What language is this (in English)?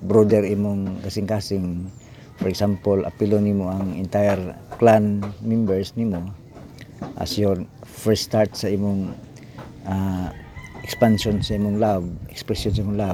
Cebuano